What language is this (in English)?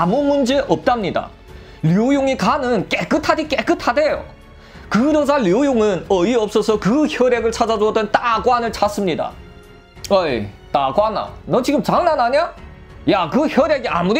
Korean